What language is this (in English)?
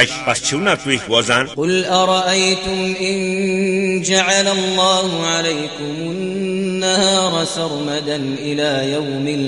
Kashmiri